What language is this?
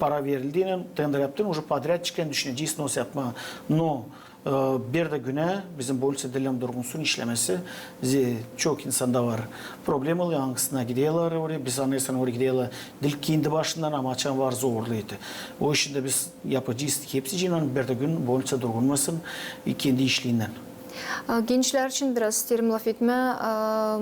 Gagauz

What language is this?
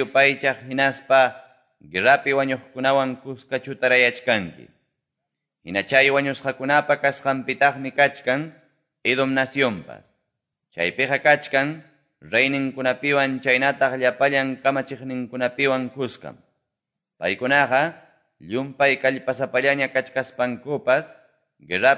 Quechua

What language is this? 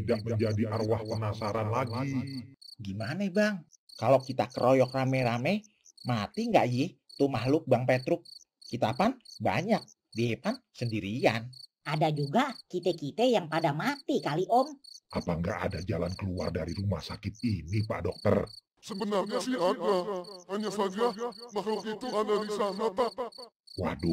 Betawi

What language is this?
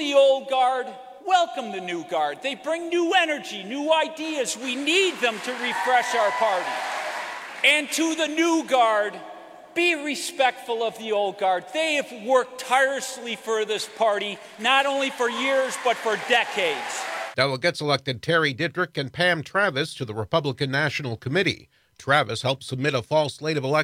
English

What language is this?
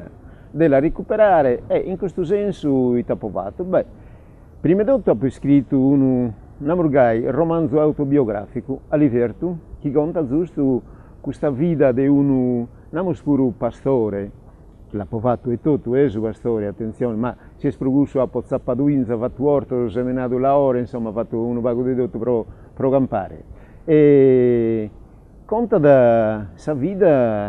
Sardinian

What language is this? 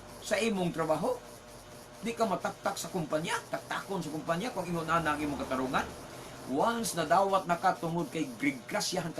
Cebuano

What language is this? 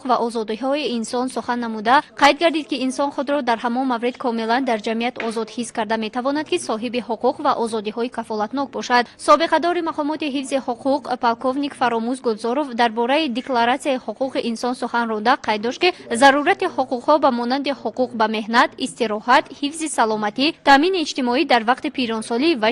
Tajik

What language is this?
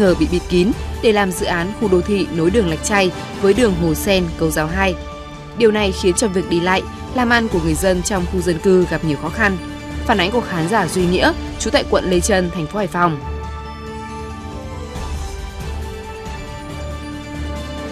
Vietnamese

